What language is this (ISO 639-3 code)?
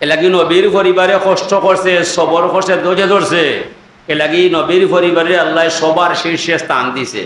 syl